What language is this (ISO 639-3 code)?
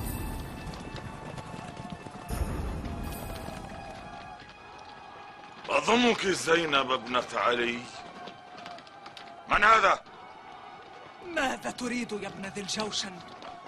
ara